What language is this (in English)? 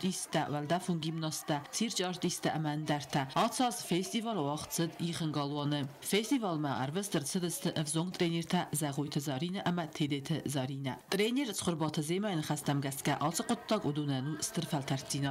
Ossetic